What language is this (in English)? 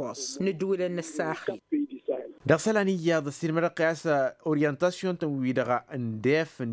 Tamasheq